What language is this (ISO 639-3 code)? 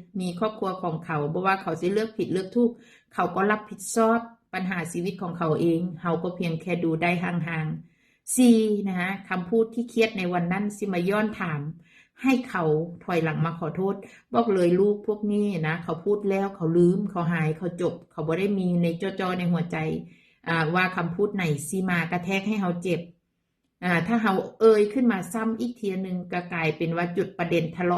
tts